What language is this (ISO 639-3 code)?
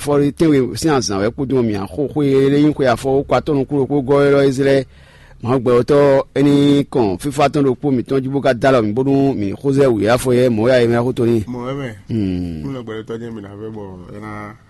fon